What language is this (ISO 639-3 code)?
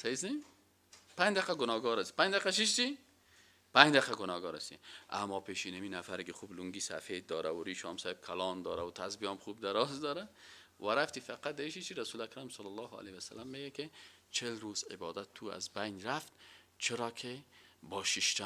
fas